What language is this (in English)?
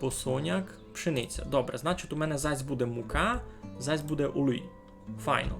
Rusyn